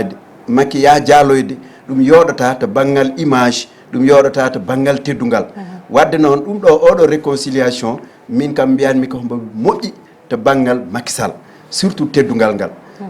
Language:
Fula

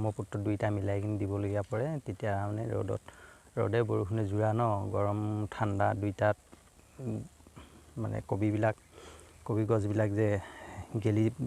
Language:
Assamese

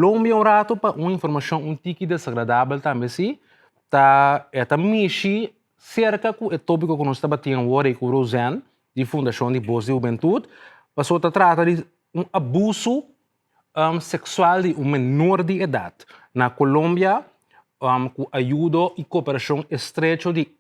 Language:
Papiamento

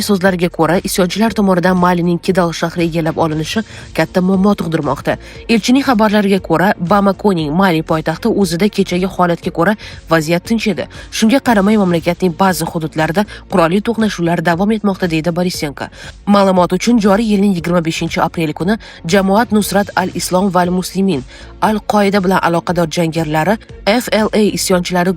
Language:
Uzbek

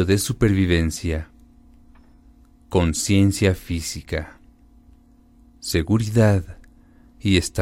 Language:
Spanish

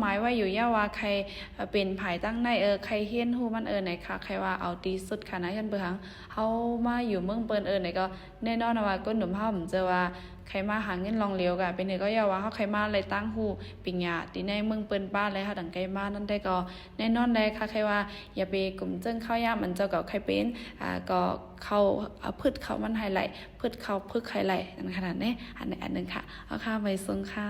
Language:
Shan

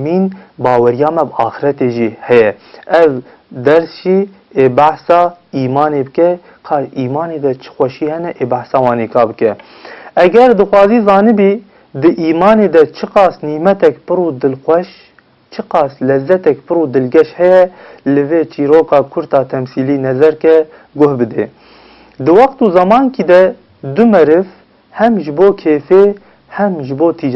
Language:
Kurdish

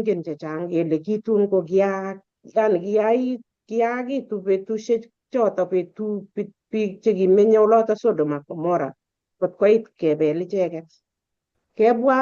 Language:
Kalenjin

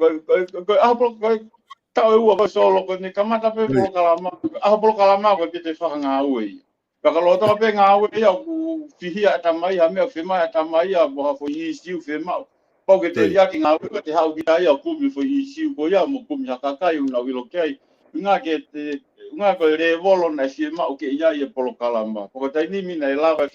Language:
Tongan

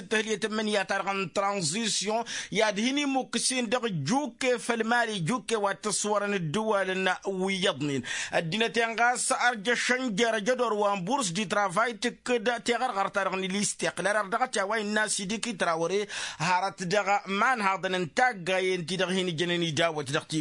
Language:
Tamasheq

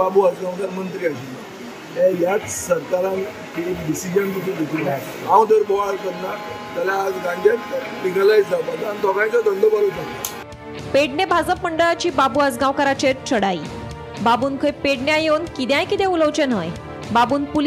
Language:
Konkani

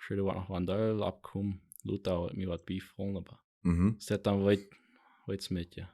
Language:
Plautdietsch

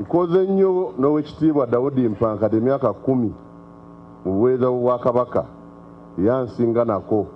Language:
Ganda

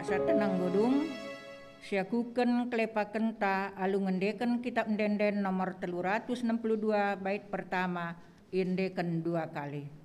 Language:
Batak Karo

